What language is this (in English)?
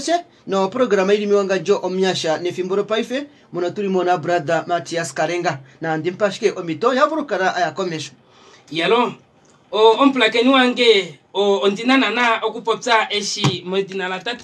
Kuanyama